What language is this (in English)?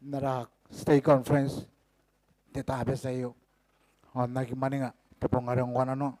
Gilbertese